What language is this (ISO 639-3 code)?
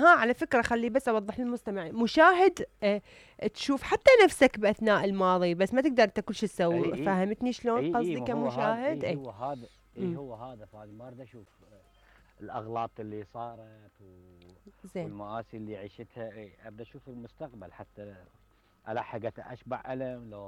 acm